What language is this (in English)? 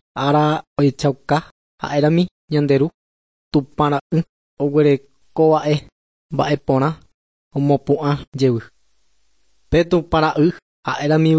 Guarani